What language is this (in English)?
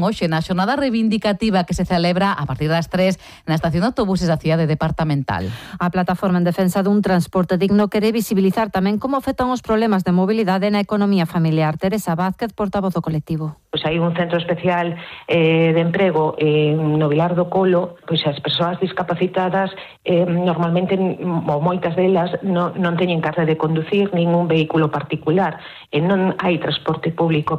Galician